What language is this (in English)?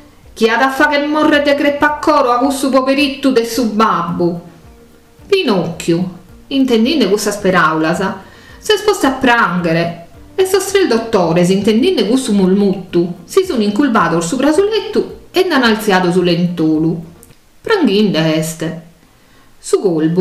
Sardinian